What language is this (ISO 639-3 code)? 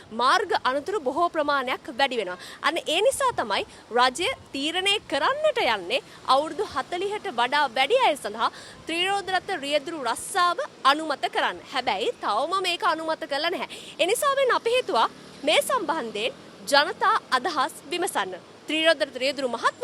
sin